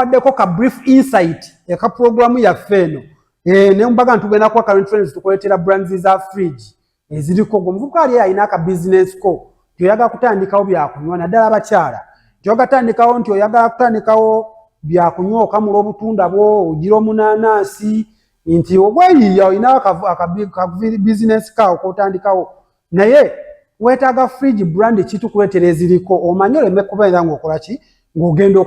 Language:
Ganda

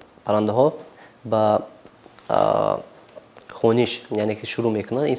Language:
Tajik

